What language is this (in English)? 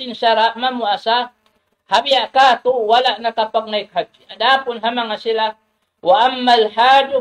Tausug